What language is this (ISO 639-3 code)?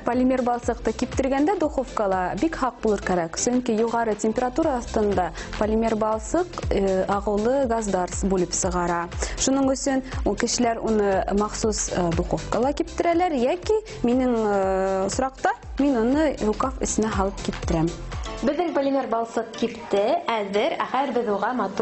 bak